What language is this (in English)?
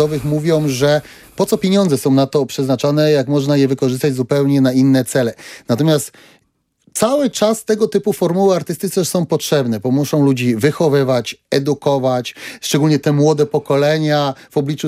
Polish